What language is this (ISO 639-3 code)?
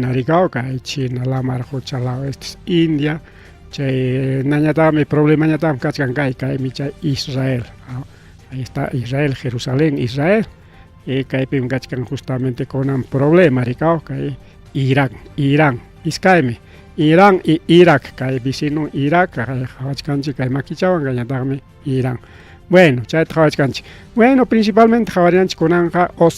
quy